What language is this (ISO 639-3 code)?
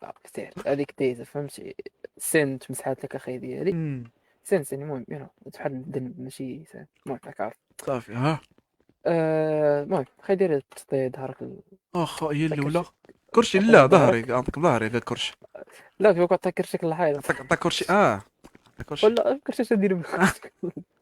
ary